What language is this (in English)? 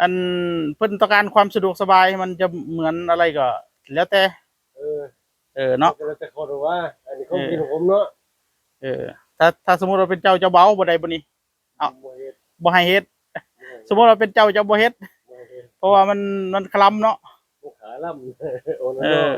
Northeastern Thai